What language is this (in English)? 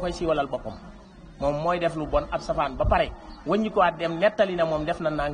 Wolof